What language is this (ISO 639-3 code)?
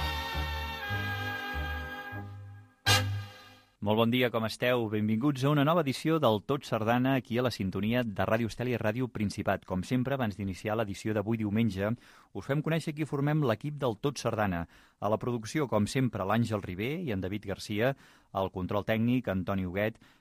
cat